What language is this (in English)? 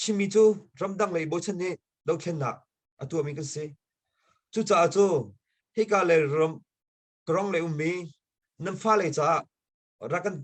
Hakha Chin